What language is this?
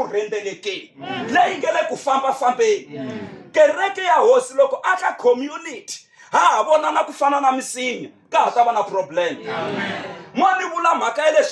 Tsonga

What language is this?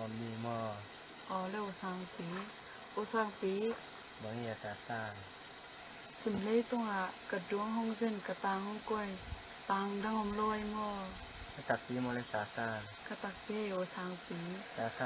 Tedim Chin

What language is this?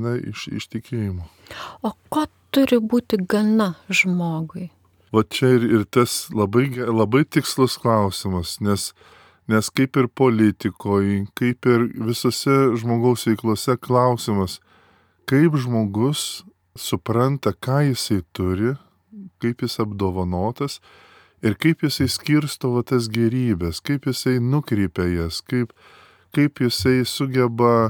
Lithuanian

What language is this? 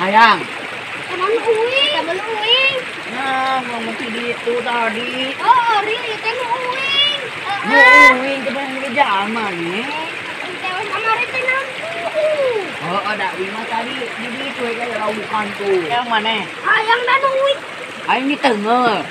Sundanese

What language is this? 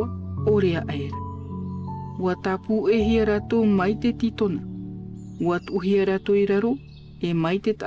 Tahitian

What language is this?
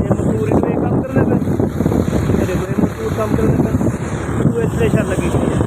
Saraiki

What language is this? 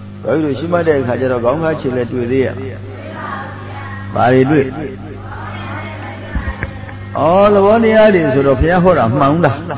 Burmese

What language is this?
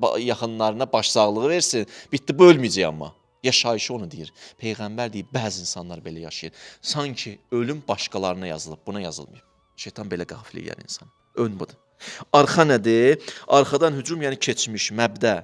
Azerbaijani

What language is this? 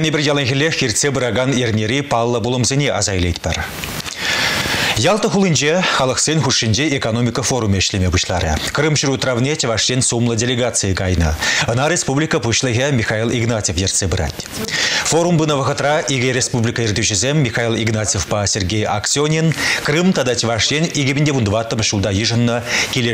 Chuvash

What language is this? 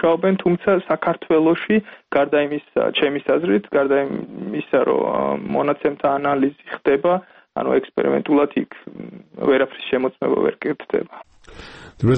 Georgian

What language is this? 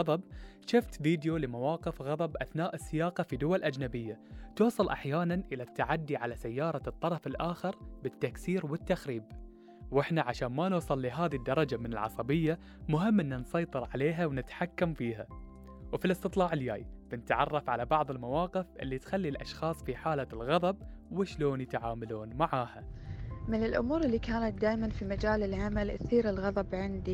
Gulf Arabic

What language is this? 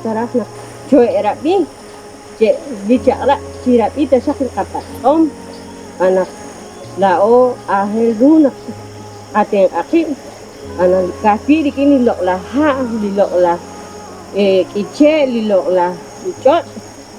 Kekchí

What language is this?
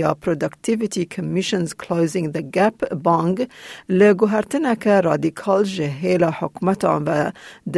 Kurdish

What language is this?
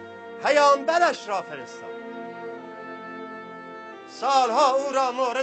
Persian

